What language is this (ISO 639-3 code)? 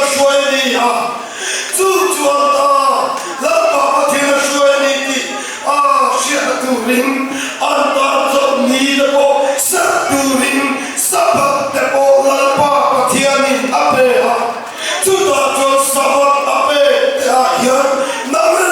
lus